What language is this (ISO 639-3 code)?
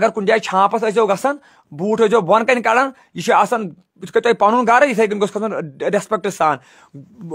kas